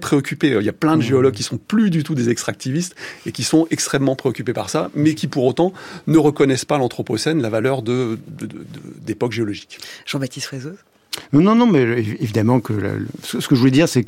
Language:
French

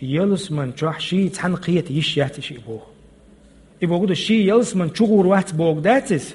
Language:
Chechen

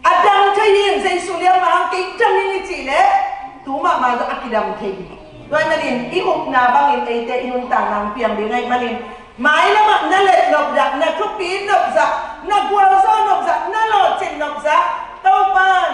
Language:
Tedim Chin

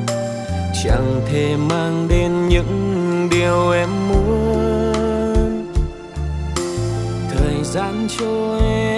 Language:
Vietnamese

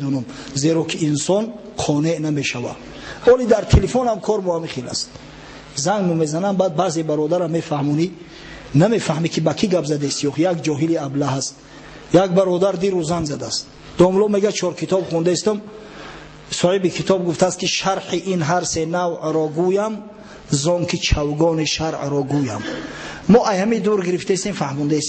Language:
Tajik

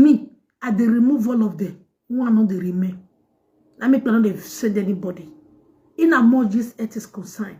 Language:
Nigerian Pidgin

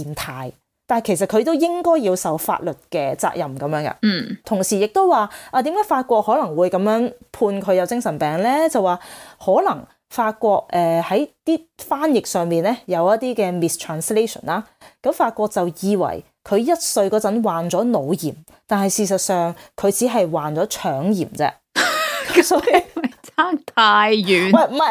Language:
Cantonese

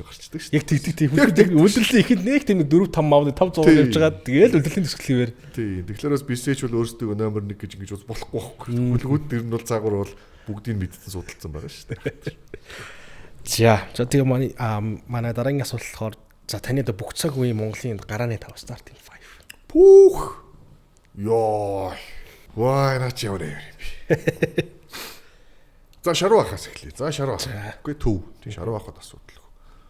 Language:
Mongolian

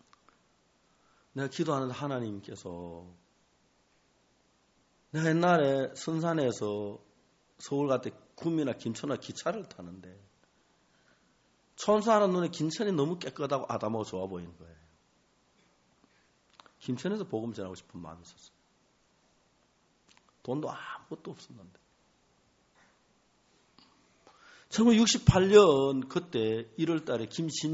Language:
Korean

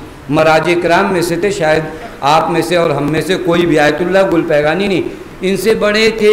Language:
Urdu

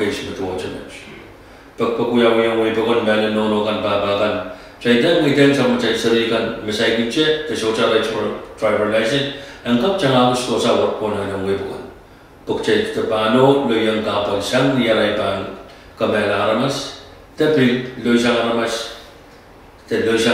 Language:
Pohnpeian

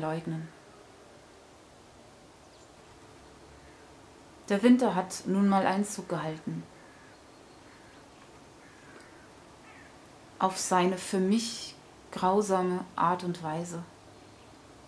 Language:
German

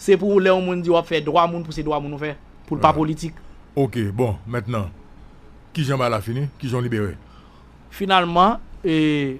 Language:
Haitian Creole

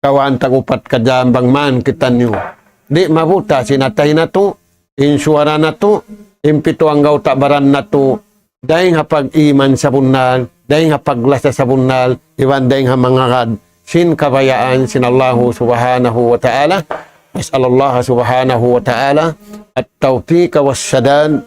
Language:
Tausug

